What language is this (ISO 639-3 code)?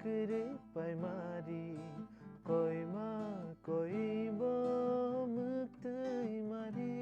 trp